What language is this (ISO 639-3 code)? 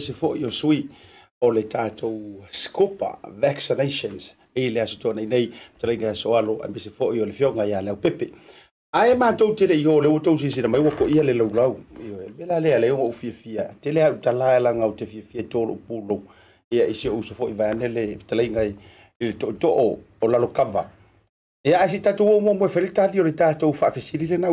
smo